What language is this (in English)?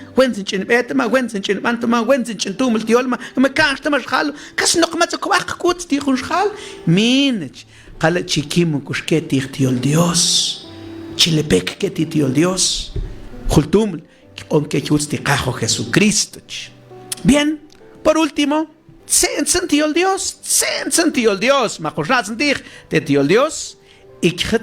Mam